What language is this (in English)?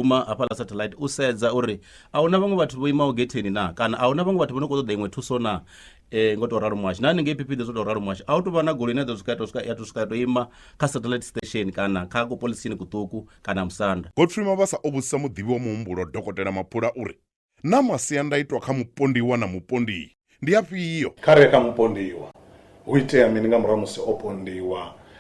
Venda